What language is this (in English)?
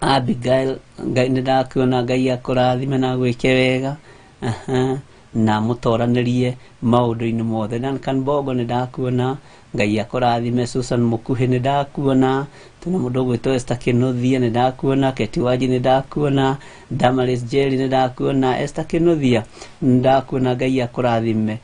Kikuyu